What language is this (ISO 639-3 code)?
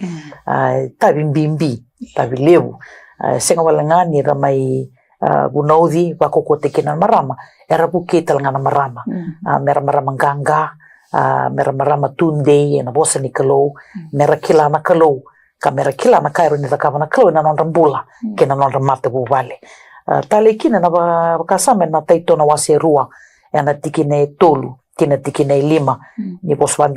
fij